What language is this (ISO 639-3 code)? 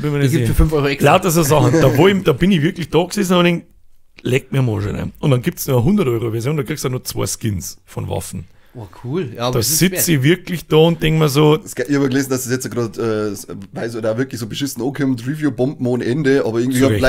bar